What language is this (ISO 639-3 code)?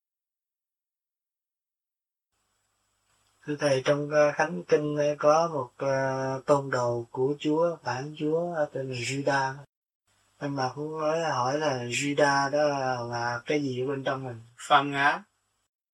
vie